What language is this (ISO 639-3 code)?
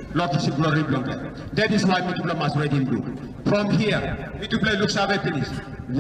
tpi